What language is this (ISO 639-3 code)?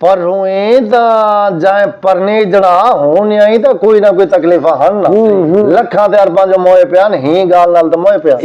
skr